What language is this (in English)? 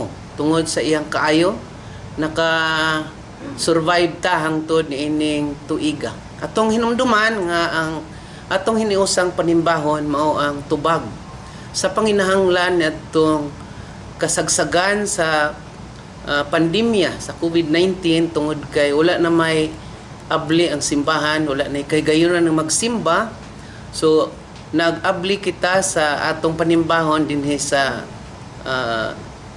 Cebuano